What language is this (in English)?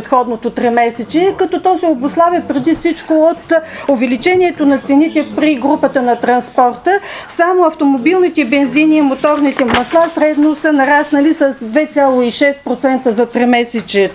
Bulgarian